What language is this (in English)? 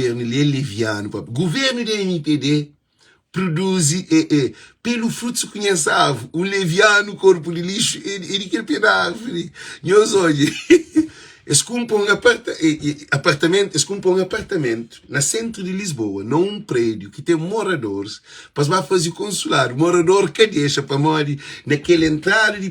Kabuverdianu